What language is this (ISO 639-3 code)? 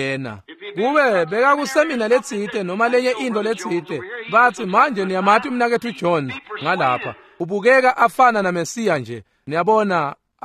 ssw